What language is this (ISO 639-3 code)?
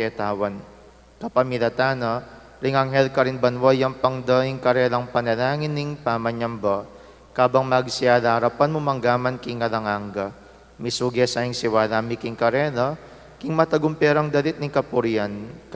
pam